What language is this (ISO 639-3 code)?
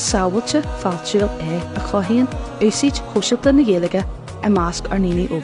gle